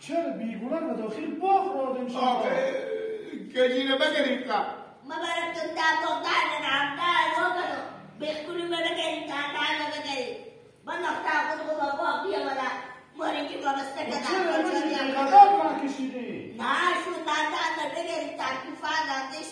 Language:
Hazaragi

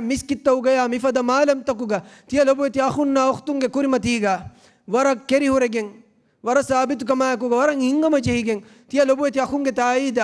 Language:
Divehi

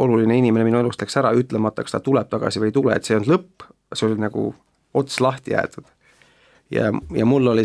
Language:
Estonian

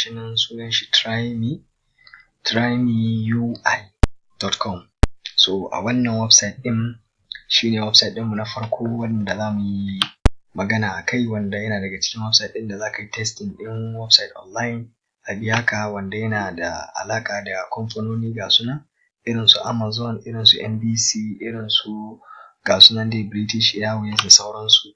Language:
Hausa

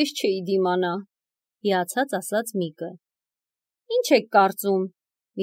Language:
Armenian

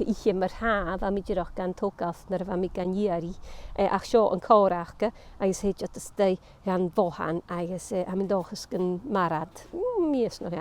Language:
Scottish Gaelic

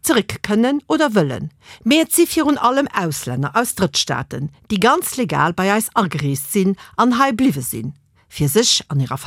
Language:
Luxembourgish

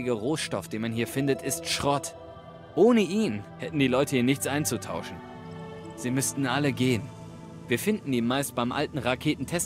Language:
Bavarian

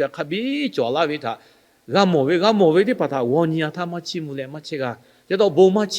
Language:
Lahu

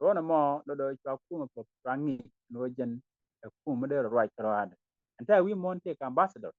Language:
Nuer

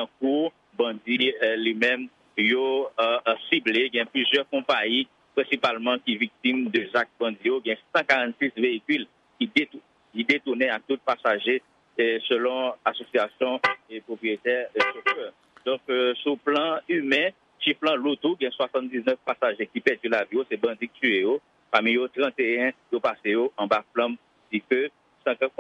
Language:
Haitian Creole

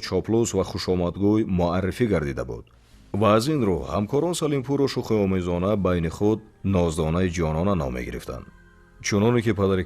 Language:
Tajik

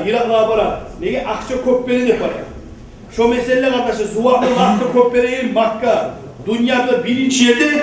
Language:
Kumyk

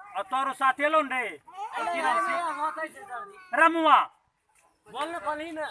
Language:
Maithili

